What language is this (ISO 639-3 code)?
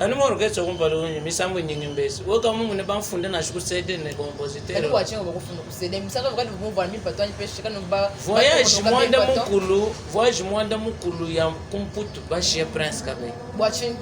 lua